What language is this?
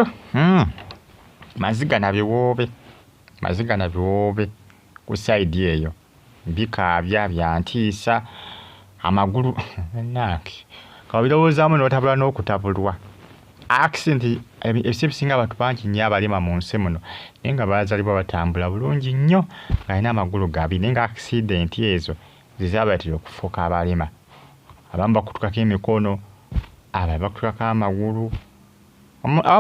Ganda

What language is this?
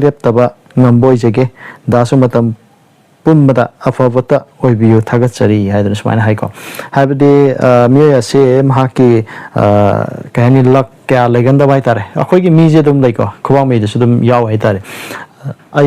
Manipuri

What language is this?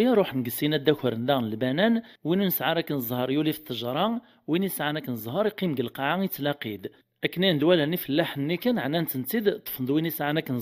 Kabyle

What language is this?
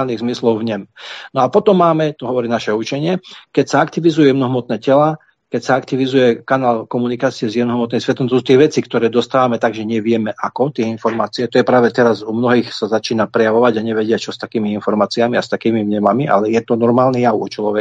Slovak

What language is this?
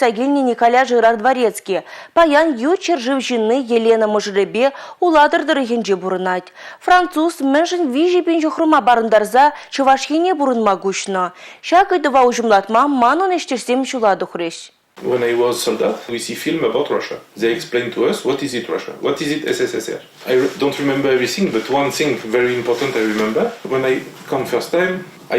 Chuvash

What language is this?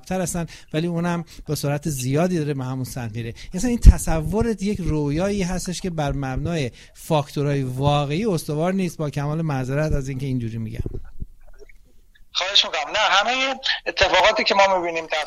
Persian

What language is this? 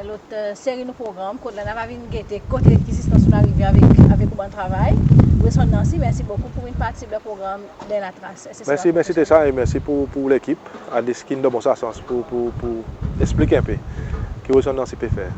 Seselwa Creole French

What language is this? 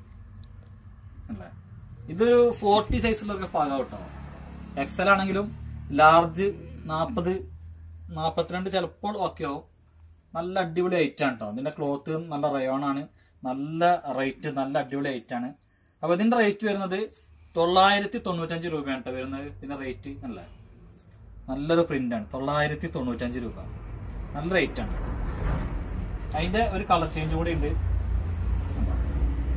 Malayalam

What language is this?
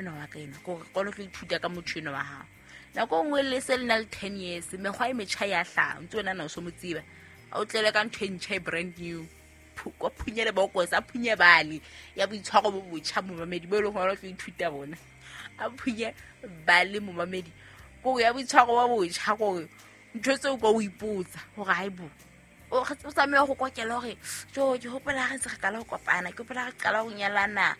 Southern Sotho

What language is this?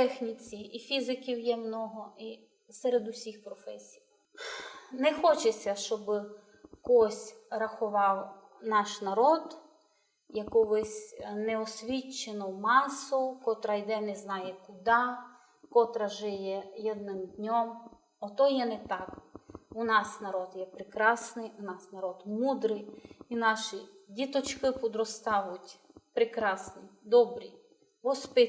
Rusyn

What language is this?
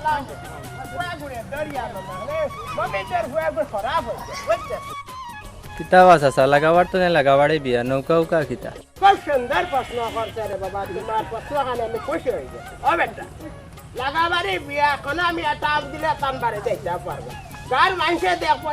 Sylheti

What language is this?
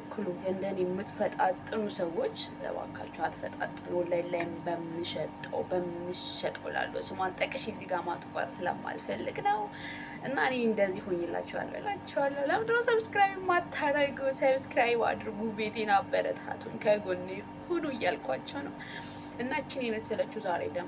Amharic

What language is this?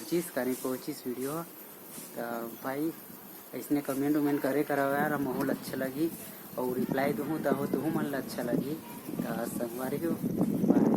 Chhattisgarhi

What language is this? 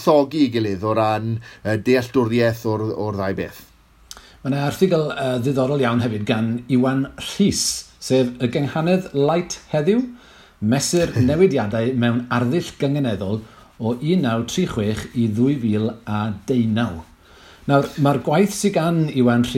Welsh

